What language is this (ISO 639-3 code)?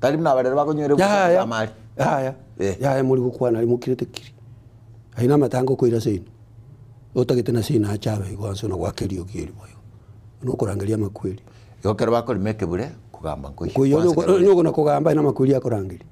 guz